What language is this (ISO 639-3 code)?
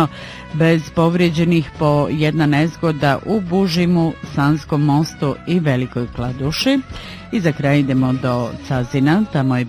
bos